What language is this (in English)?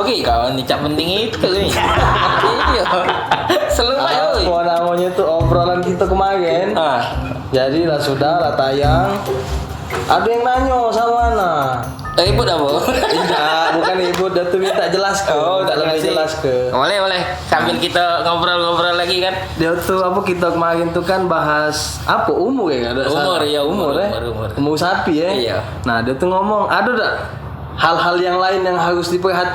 Musi